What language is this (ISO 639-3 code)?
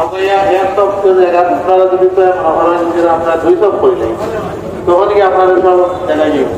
syl